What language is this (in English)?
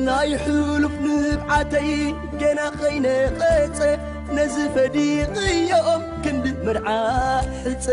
Tigrinya